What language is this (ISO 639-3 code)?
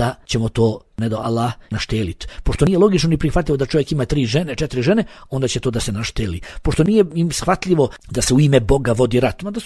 bos